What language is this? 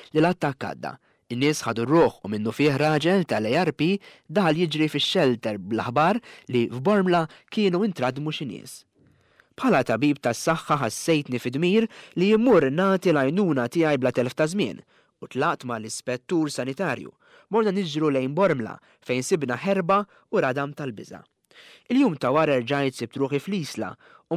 Maltese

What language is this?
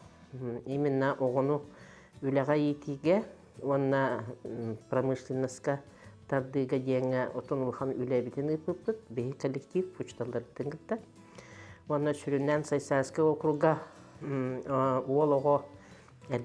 Yakut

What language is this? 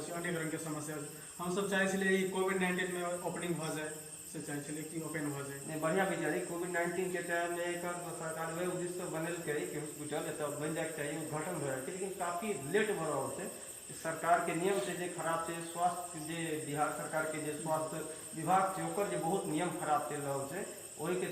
Maithili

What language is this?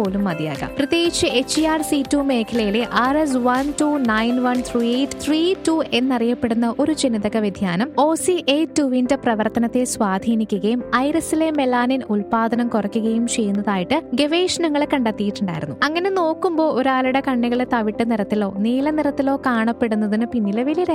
Malayalam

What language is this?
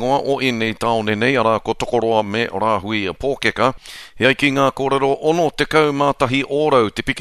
Māori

